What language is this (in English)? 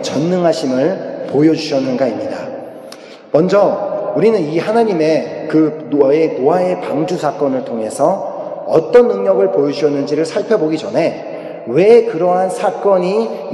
Korean